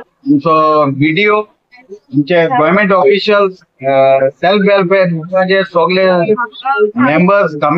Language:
Konkani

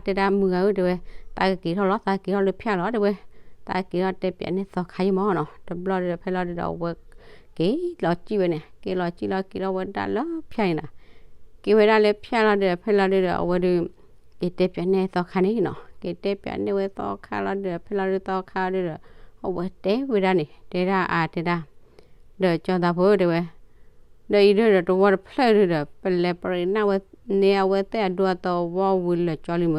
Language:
S'gaw Karen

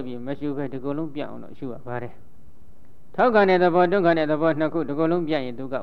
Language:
Burmese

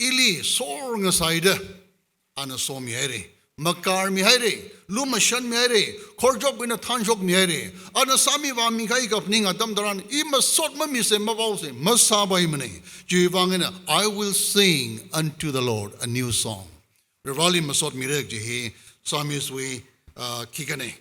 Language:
Tangkhul Naga (India)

